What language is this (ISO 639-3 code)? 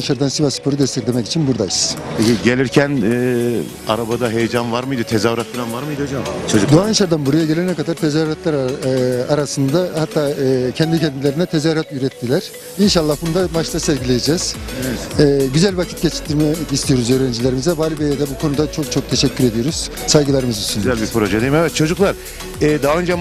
tur